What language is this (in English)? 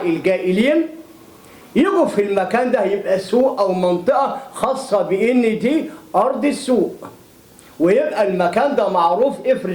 Egyptian Arabic